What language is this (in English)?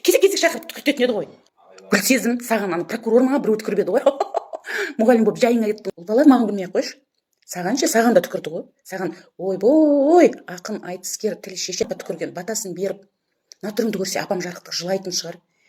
Kazakh